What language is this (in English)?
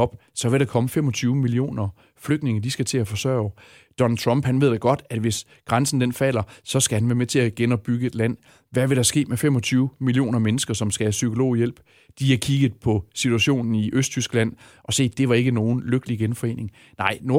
Danish